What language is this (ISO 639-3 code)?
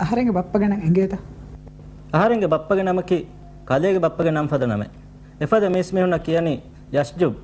div